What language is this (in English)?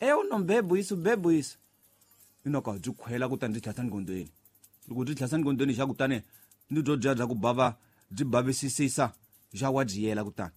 Tsonga